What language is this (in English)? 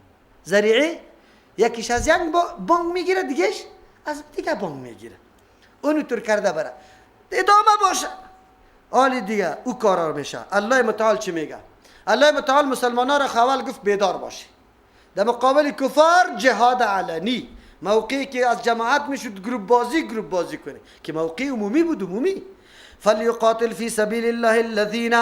Persian